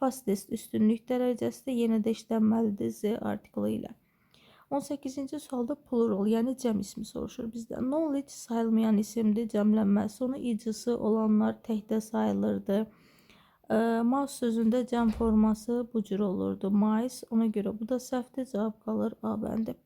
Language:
Azerbaijani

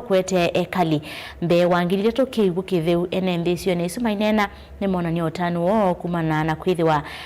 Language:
Kamba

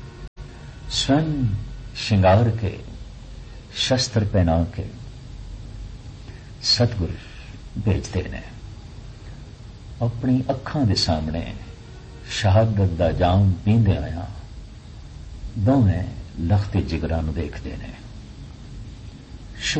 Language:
Punjabi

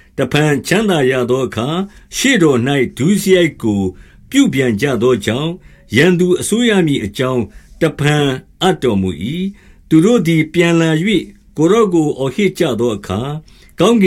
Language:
Burmese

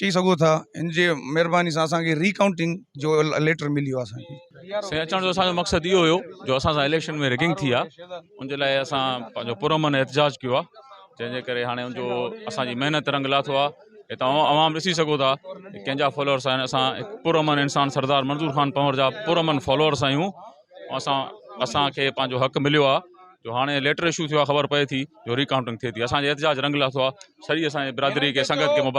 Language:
Sindhi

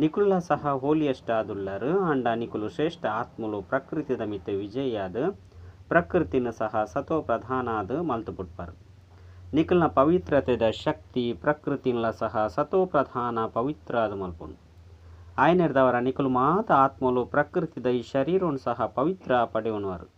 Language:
Tulu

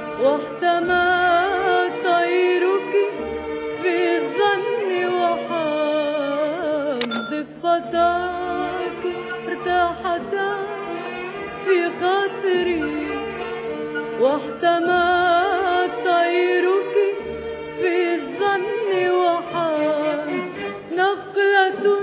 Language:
Arabic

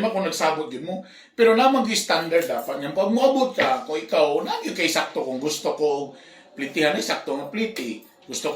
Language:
Cebuano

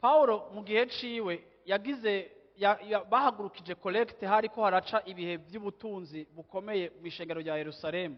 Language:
Rundi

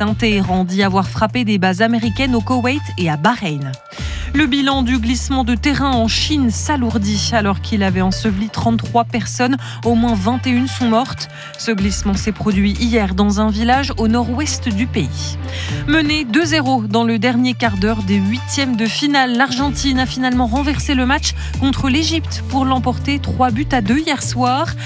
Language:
French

